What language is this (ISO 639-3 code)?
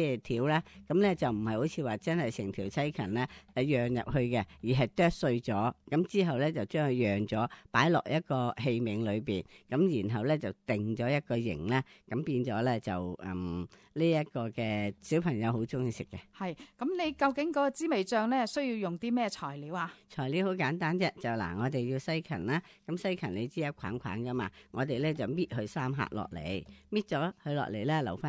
yue